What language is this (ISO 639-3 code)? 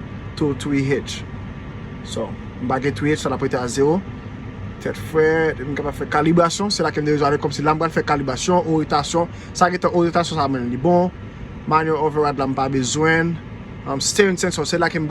hat